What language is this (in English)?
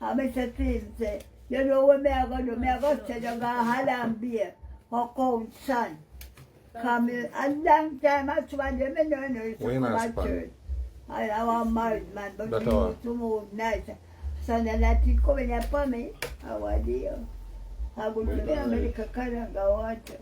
Jamaican Creole English